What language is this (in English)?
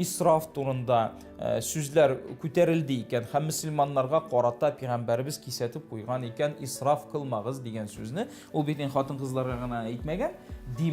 Tatar